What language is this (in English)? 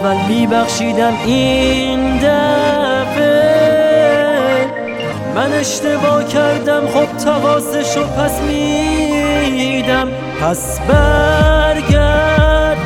Persian